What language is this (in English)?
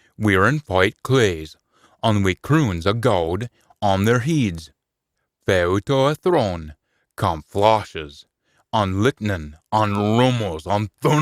Scots